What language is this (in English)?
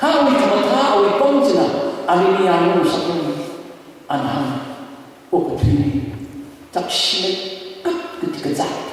Tangkhul Naga (India)